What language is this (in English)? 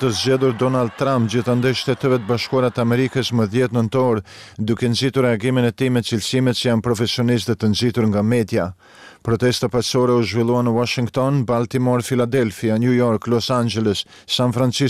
Albanian